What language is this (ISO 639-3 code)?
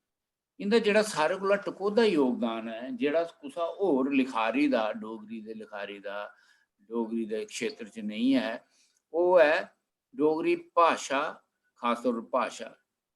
doi